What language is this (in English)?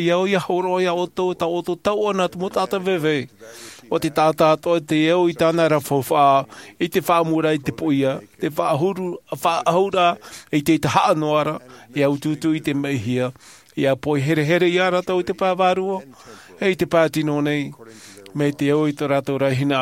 Tahitian